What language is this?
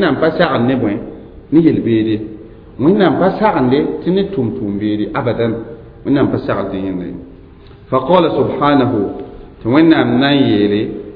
Mossi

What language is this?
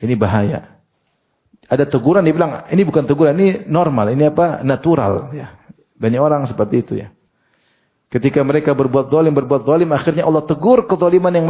Indonesian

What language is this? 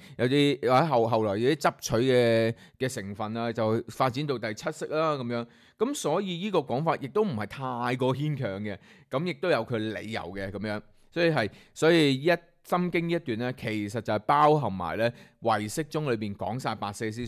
Cantonese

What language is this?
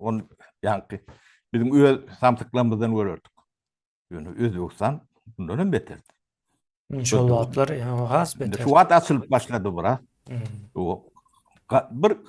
Turkmen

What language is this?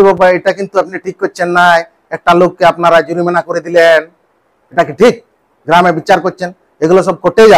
Santali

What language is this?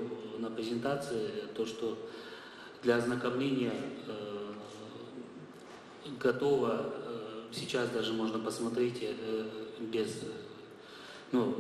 Russian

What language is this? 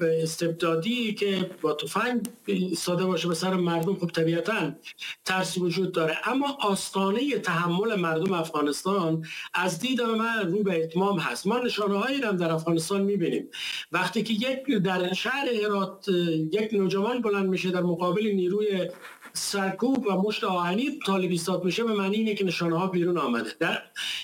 Persian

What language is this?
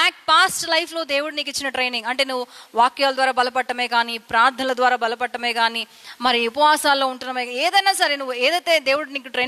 Telugu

